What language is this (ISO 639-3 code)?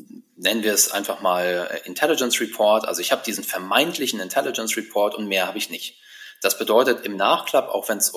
deu